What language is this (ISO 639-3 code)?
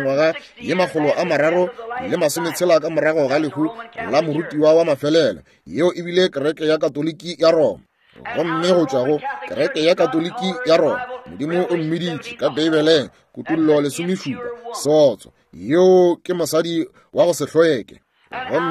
nso